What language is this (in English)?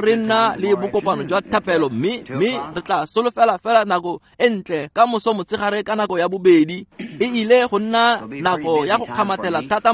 Tswana